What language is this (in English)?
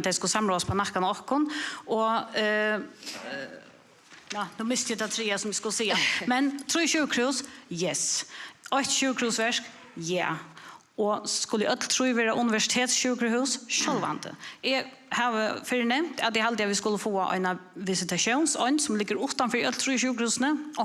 Faroese